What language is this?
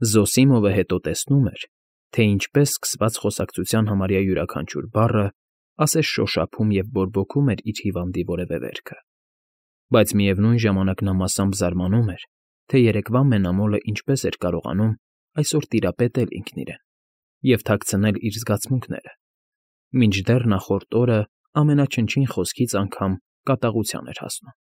Armenian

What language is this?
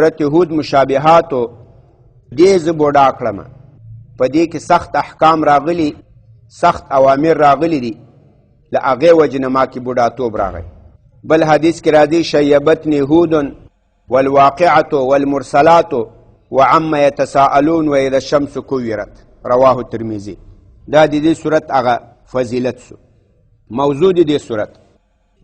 Pashto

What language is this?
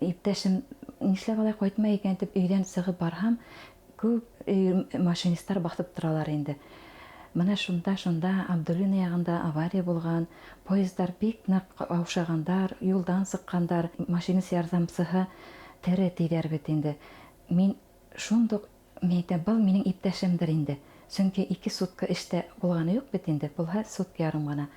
Bashkir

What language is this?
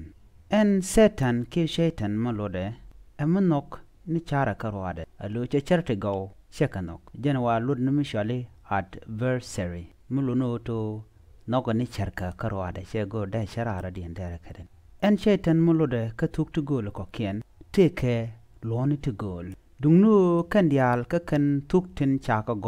Nuer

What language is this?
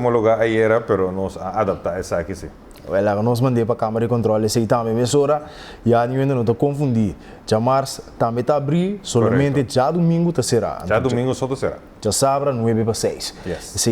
Papiamento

